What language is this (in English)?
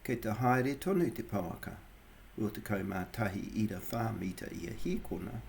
Māori